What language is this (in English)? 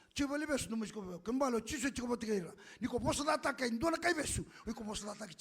Fijian